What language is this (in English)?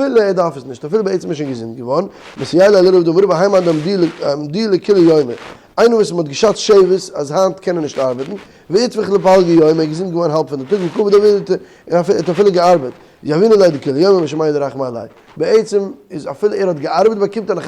Yiddish